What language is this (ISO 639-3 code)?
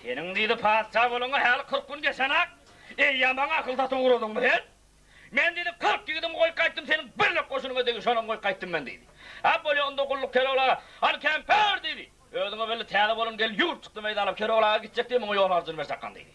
tuk